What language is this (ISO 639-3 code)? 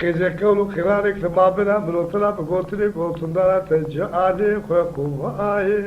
zza